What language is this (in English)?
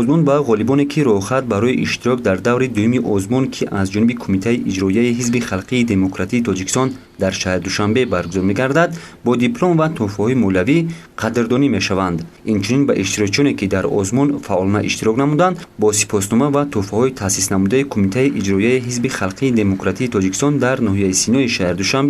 Tajik